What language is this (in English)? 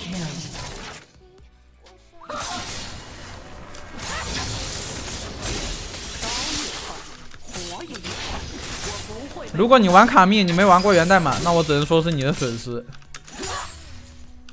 Chinese